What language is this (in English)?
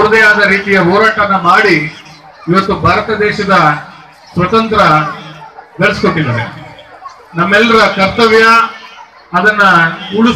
Kannada